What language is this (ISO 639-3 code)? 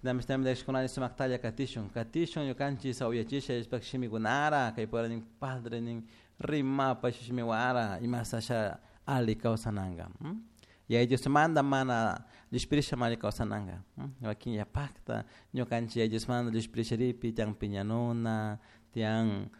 qug